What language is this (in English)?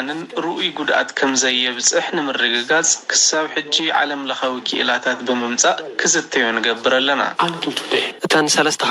Tigrinya